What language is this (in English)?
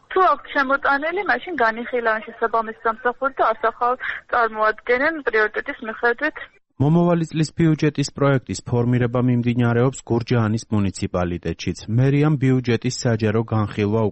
Georgian